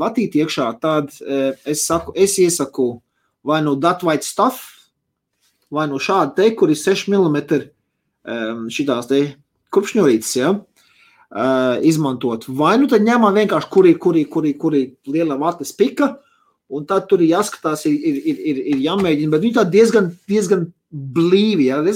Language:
Latvian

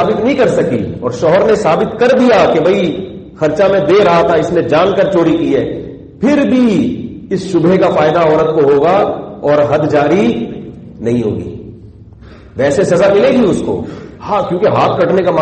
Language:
Urdu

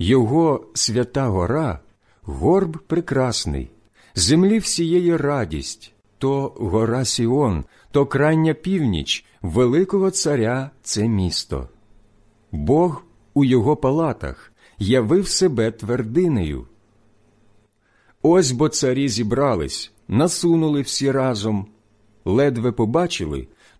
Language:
Ukrainian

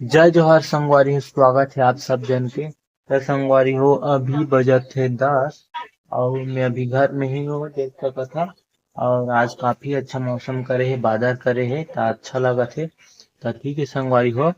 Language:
Chhattisgarhi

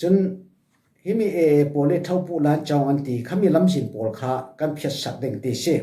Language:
Falam Chin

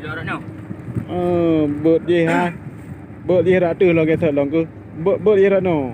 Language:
Achinese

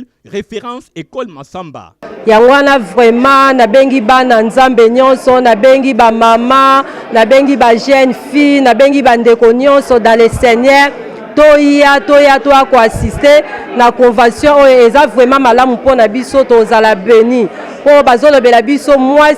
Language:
Lingala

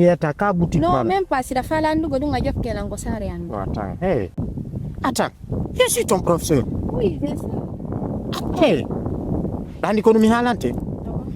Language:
Fula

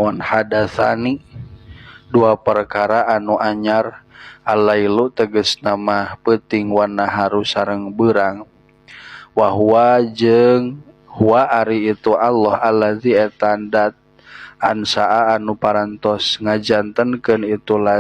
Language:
Sundanese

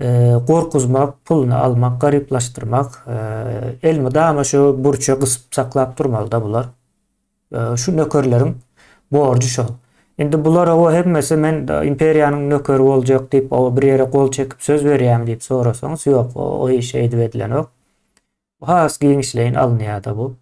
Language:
Turkmen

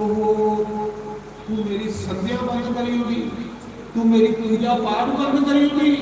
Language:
Dogri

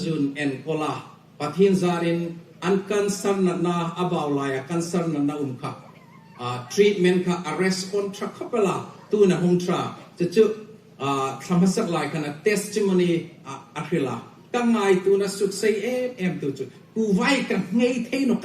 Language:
Hmar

